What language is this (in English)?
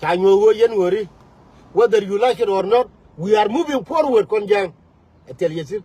Nuer